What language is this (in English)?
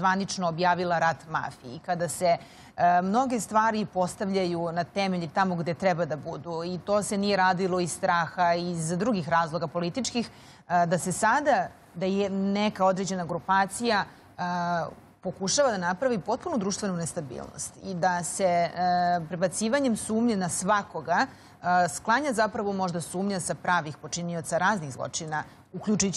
Serbian